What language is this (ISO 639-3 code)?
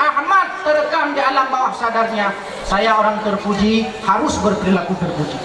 ace